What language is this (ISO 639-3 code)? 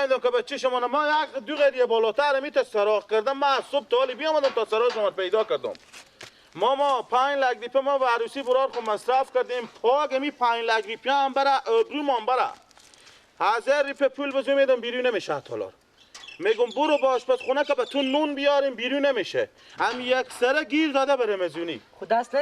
fas